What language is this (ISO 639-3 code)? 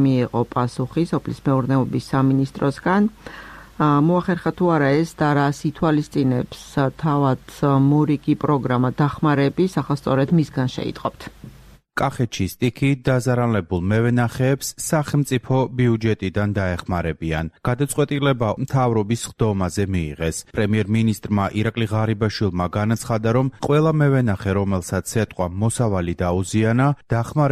kat